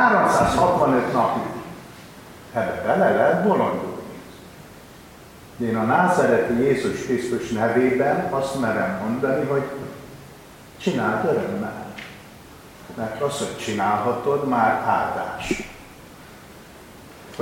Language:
Hungarian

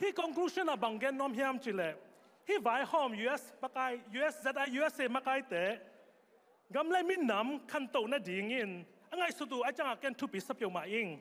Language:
Tedim Chin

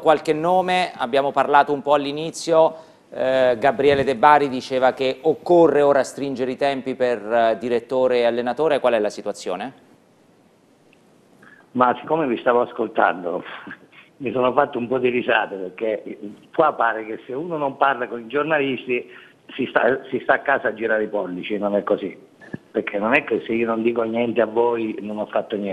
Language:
Italian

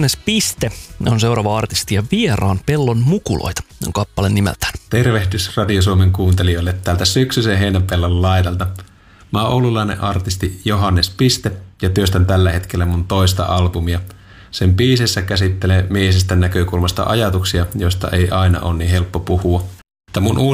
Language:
Finnish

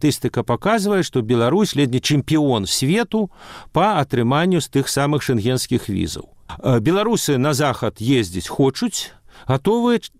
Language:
Belarusian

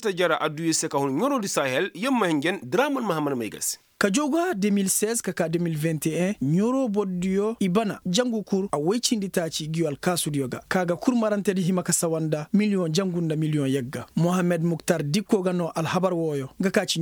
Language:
Koyraboro Senni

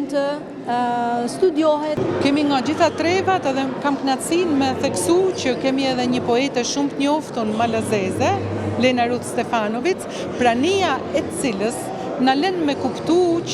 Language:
Albanian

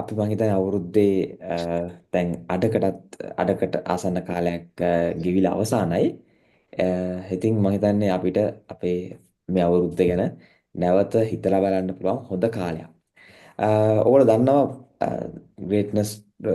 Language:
Sinhala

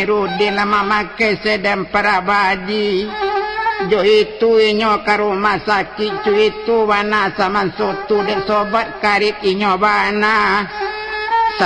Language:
Minangkabau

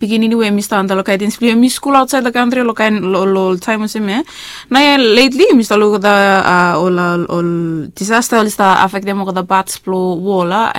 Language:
Bislama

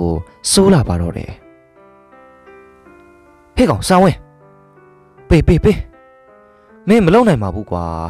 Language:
Burmese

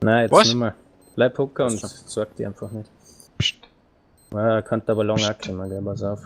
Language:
Bavarian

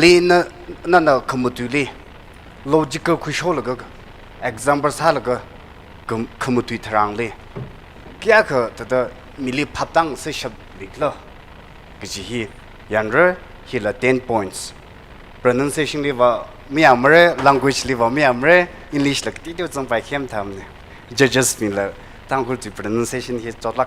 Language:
Tangkhul Naga (India)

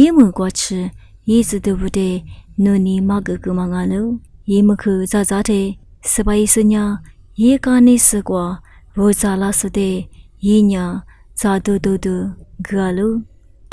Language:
Lisu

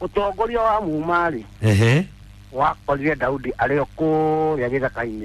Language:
Kikuyu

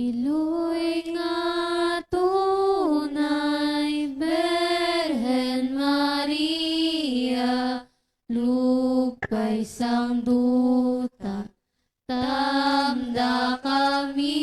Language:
Hiligaynon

